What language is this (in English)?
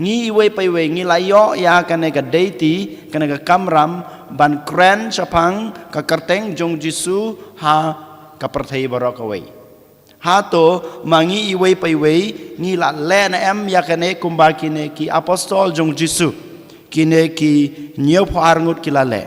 Khasi